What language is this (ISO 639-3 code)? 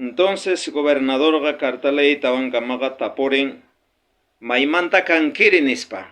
quh